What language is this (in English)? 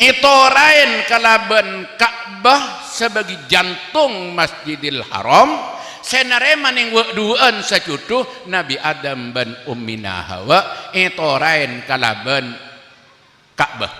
Madurese